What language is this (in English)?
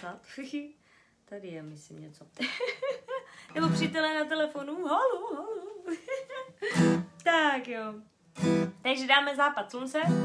Czech